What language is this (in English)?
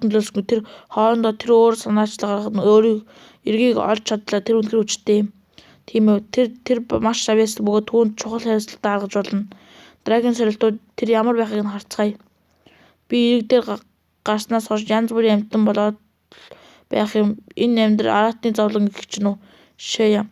Mongolian